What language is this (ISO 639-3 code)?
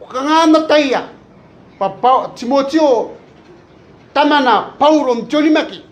gil